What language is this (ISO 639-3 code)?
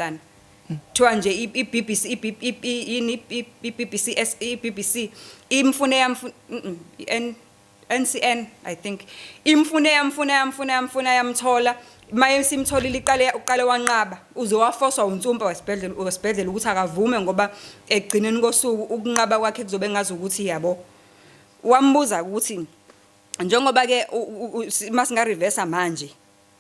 zul